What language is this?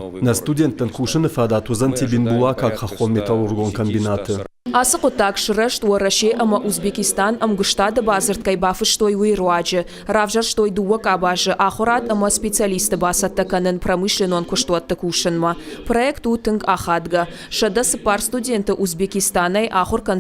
Ossetic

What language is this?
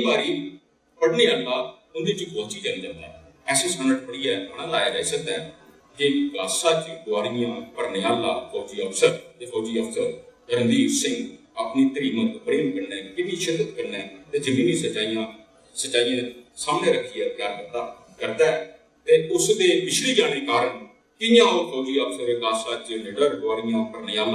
Dogri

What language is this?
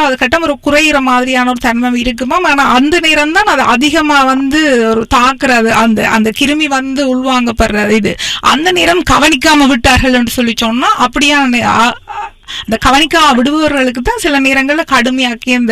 Tamil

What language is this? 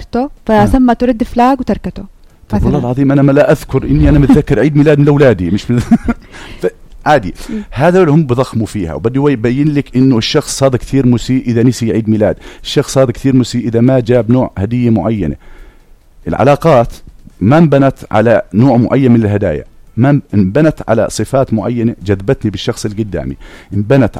North Levantine Arabic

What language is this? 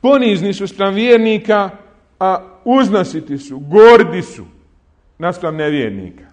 Bosnian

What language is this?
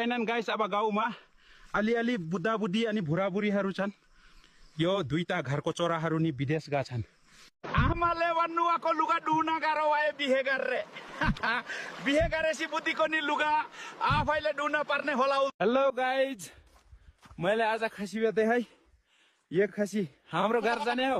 Nepali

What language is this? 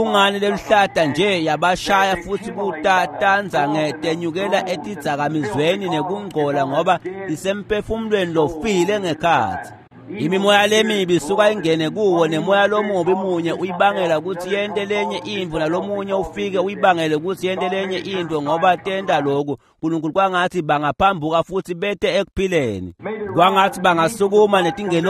Swati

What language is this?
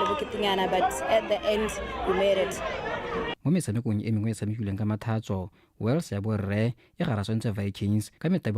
Tswana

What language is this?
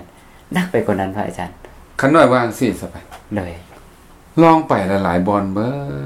Lao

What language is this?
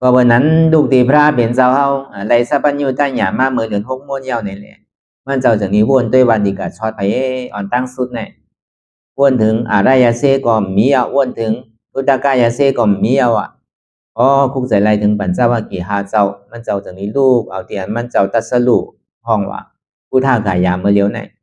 Shan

